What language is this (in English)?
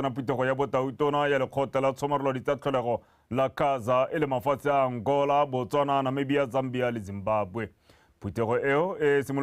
Tswana